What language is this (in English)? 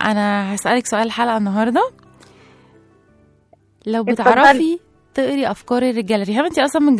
Egyptian Arabic